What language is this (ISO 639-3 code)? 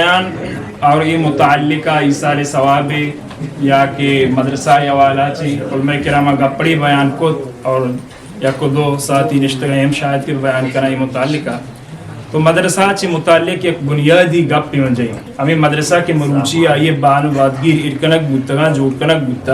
bgp